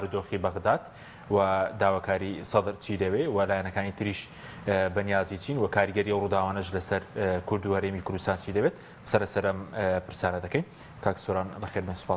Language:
Central Kurdish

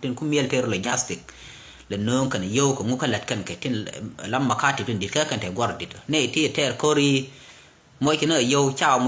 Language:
Nuer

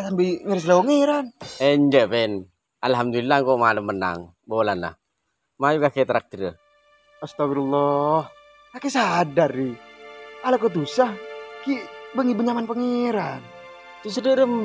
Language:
Madurese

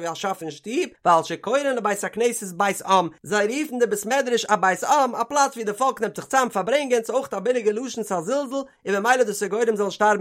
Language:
Yiddish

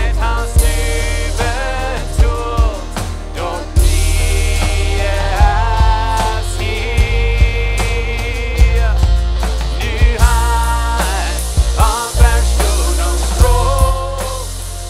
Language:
Plautdietsch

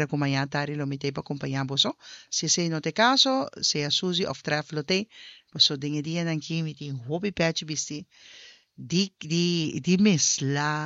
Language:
Papiamento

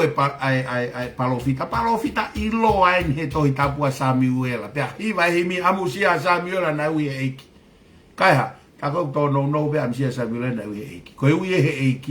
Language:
Tongan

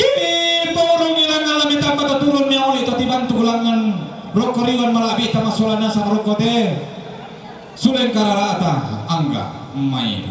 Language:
Toraja-Sa'dan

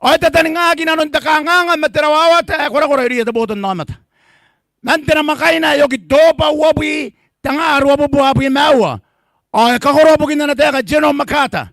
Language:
Gilbertese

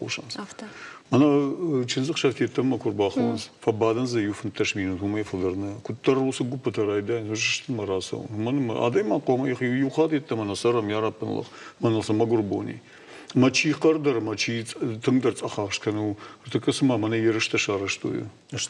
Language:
Ossetic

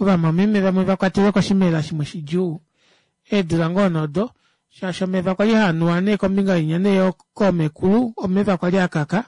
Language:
Kuanyama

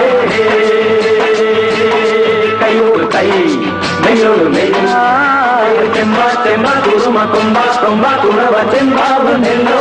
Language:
Malayalam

